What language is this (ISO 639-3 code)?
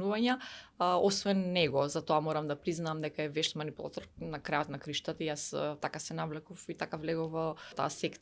mkd